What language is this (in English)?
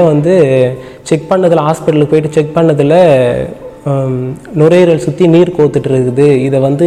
Tamil